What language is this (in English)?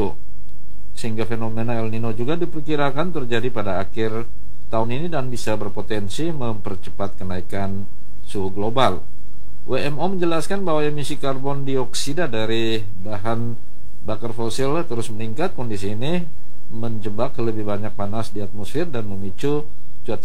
Indonesian